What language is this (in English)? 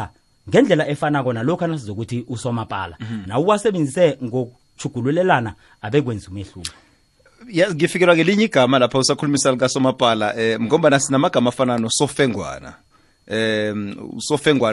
South Ndebele